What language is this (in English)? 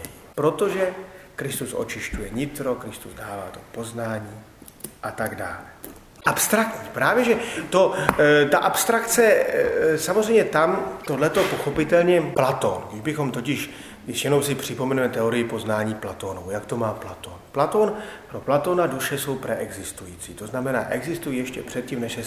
Czech